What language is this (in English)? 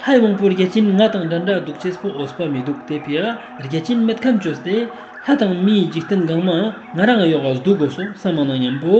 Ladakhi